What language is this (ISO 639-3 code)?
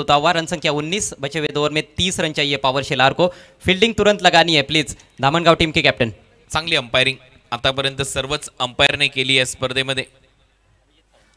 mar